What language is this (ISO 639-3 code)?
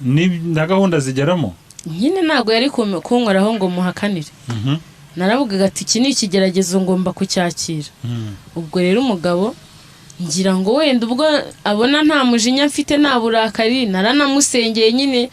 kin